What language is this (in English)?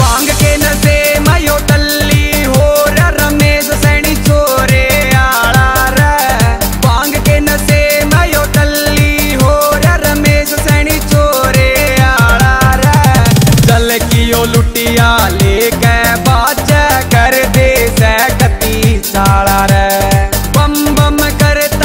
Haryanvi